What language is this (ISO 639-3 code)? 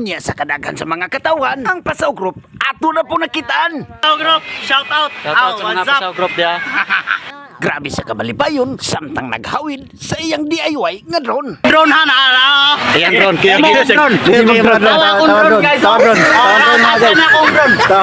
ceb